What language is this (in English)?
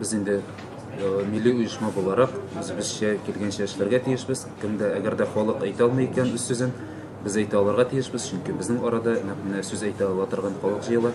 Tatar